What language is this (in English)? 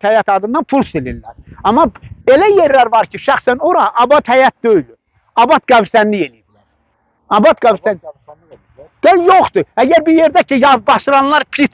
Azerbaijani